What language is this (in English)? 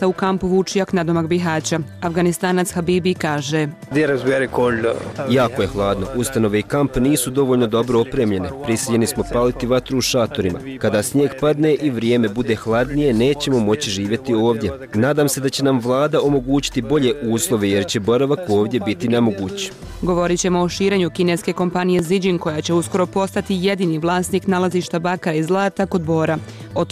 Bosnian